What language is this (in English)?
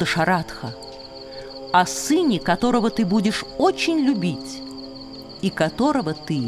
Russian